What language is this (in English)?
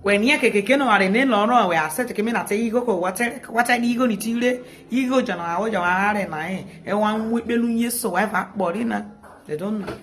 Nigerian Pidgin